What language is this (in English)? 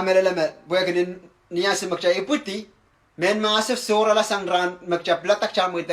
Pohnpeian